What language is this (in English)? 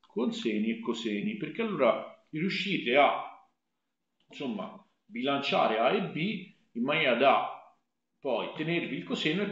Italian